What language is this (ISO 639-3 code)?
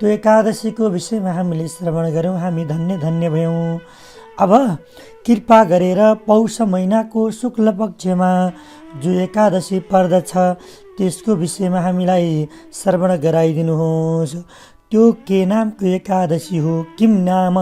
nep